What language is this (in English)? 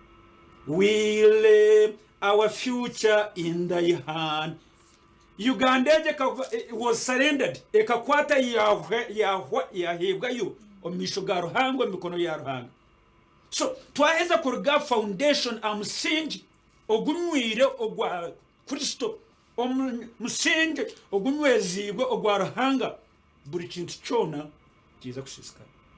Nyankole